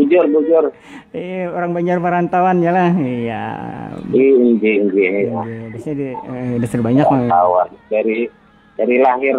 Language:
Banjar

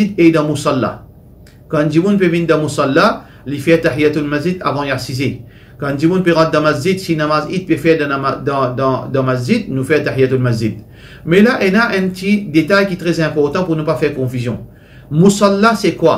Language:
Morisyen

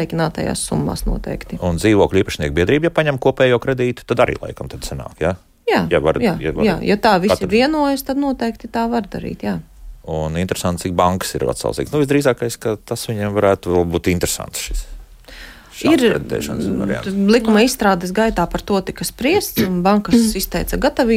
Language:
Latvian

